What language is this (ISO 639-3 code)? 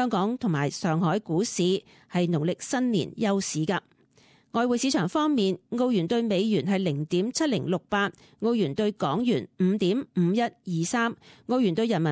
yue